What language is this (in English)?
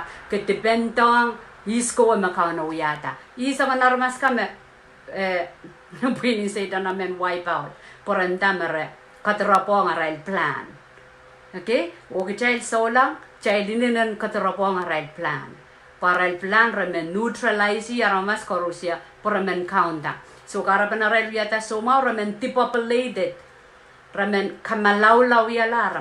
Pohnpeian